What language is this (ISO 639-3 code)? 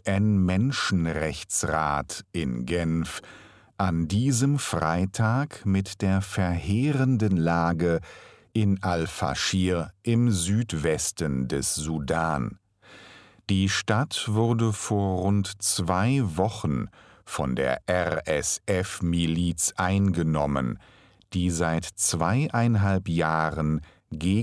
deu